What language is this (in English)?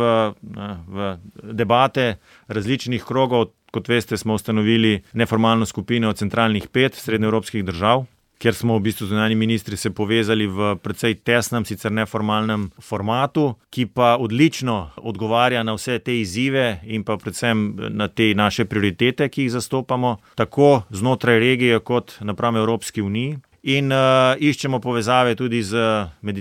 Slovenian